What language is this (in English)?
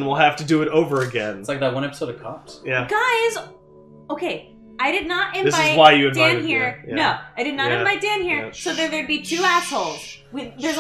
English